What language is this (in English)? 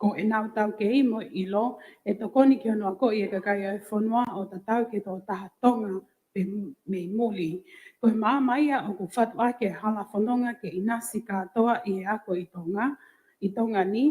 Tongan